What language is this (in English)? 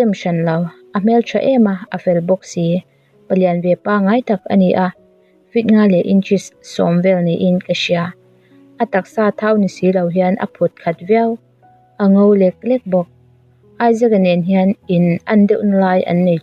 Mizo